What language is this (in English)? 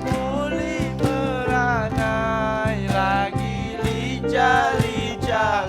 Musi